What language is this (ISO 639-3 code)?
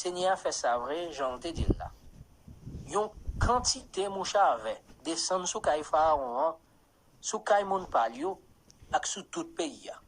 hat